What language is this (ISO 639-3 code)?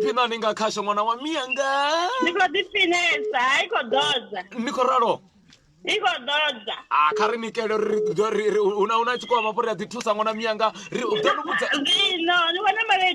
ven